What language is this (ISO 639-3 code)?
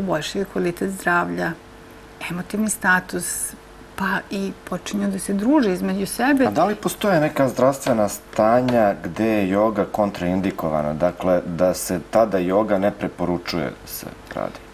srp